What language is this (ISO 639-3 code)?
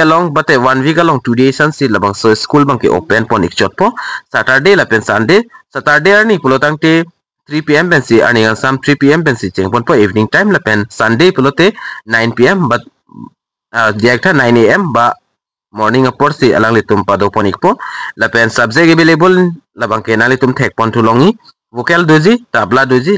mjw